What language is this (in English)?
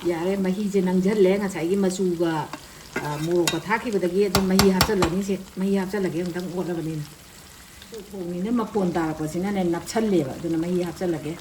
Manipuri